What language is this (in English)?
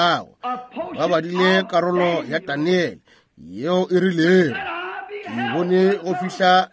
Northern Sotho